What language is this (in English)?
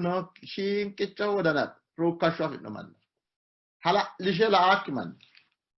Sidamo